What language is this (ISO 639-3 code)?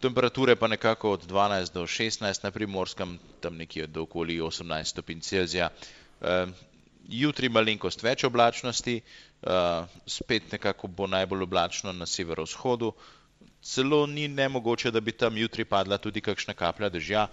slv